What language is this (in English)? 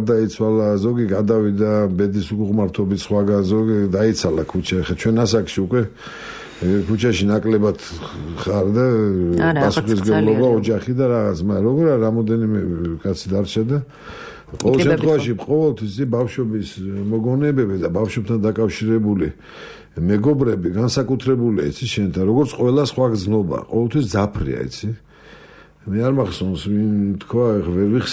Georgian